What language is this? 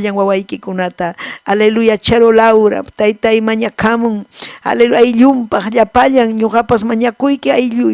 Ayacucho Quechua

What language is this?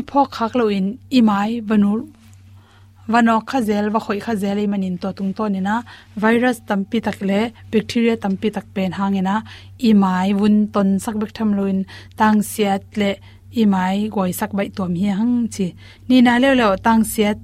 Tedim Chin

